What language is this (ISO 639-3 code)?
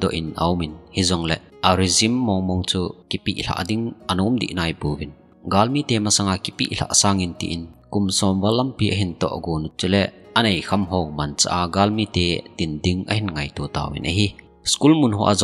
tcz